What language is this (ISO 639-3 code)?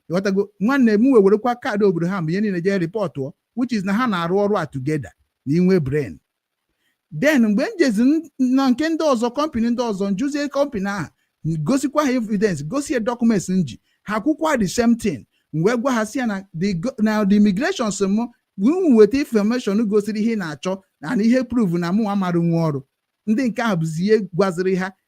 ibo